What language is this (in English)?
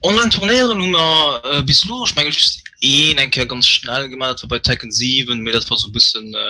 Luxembourgish